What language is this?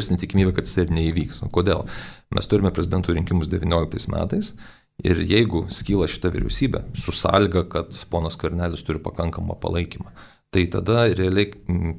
Lithuanian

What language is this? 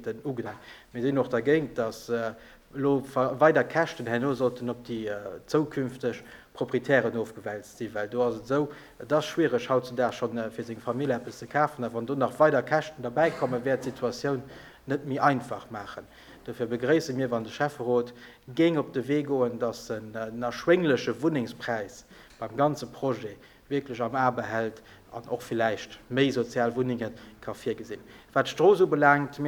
Luxembourgish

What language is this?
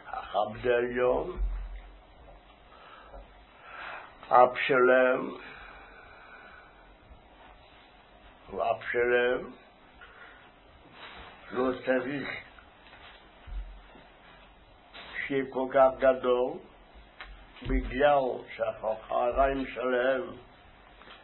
Hebrew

